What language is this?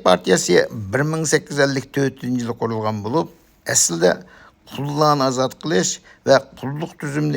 Uyghur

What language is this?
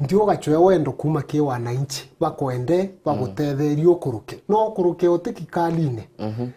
Meru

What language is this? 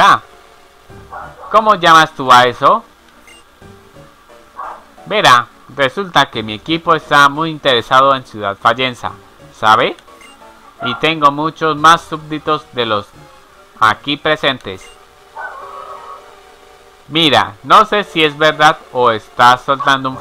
Spanish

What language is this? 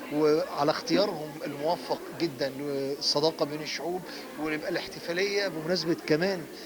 Egyptian Arabic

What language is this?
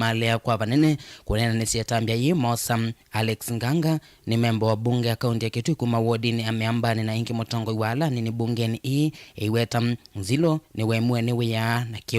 Kamba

